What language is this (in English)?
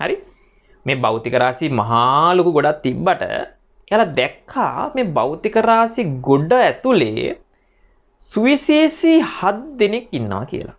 Sinhala